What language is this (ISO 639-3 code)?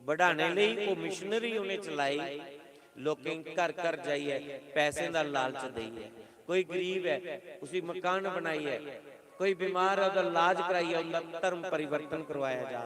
doi